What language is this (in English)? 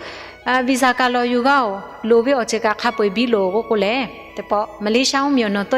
Lahu